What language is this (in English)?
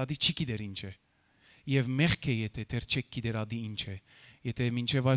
Western Armenian